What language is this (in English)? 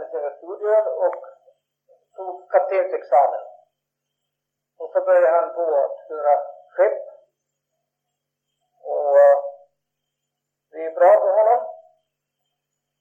Swedish